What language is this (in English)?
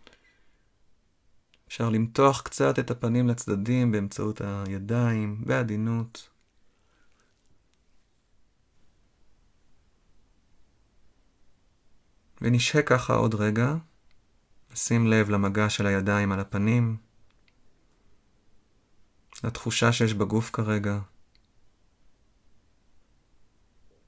Hebrew